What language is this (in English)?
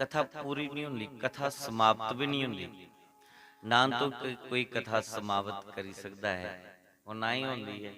Dogri